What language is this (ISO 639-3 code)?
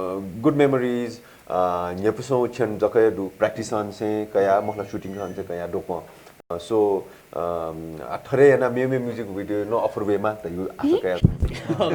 new